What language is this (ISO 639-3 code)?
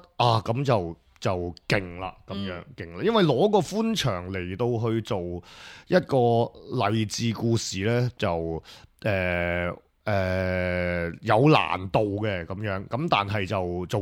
yue